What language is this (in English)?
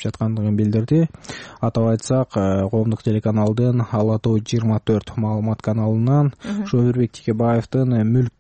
Kyrgyz